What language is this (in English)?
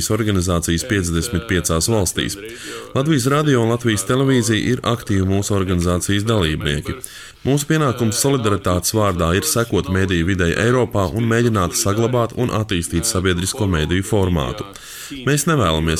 Latvian